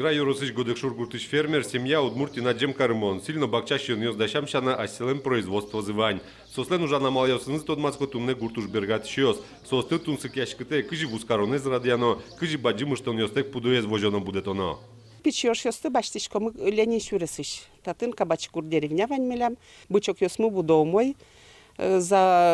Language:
Udmurt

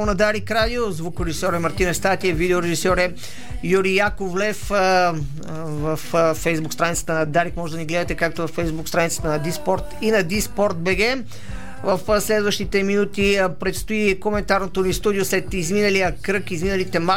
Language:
Bulgarian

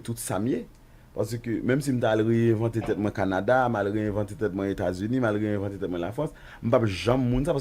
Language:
Haitian Creole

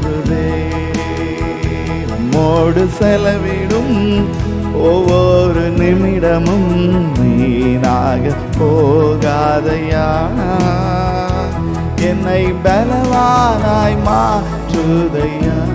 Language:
Tamil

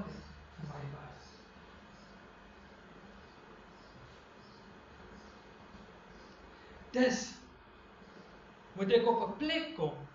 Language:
Afrikaans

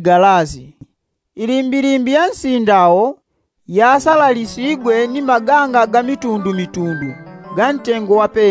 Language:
Yao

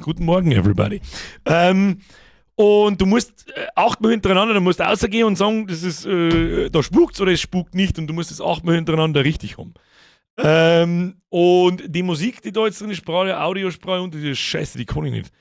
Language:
Bavarian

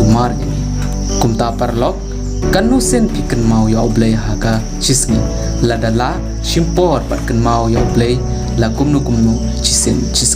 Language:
Khasi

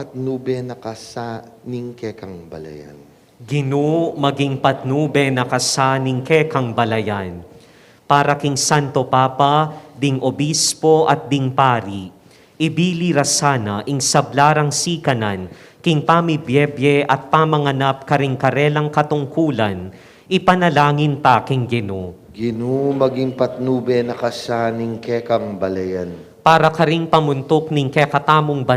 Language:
Pampanga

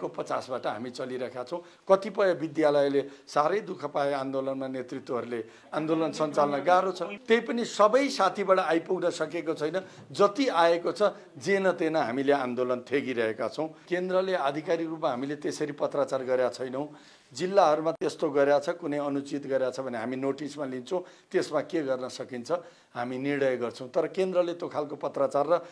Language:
Nepali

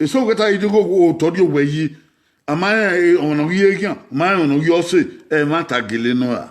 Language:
Bini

